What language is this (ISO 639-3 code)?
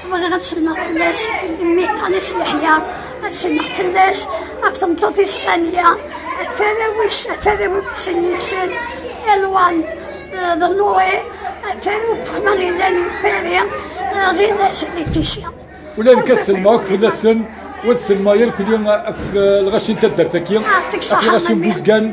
kab